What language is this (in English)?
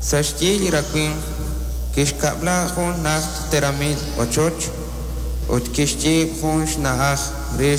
Kekchí